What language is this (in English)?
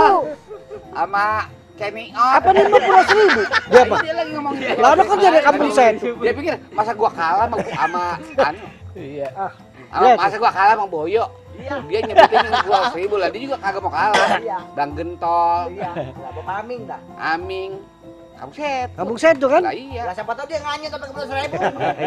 Betawi